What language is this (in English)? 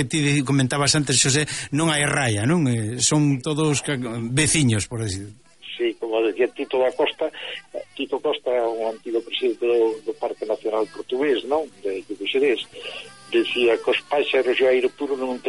Galician